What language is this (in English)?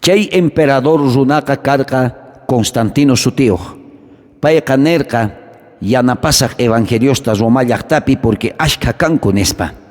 South Bolivian Quechua